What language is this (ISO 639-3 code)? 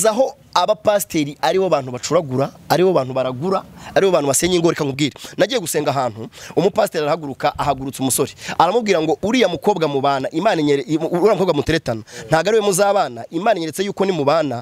kin